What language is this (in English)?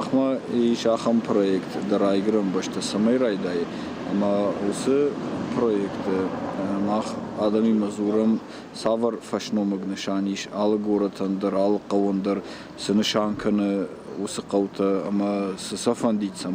Ossetic